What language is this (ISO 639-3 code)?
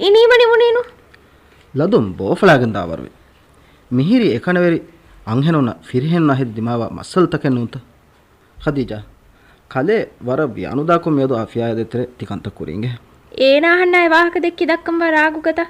div